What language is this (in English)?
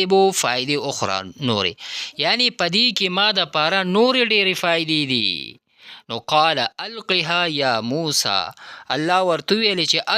Pashto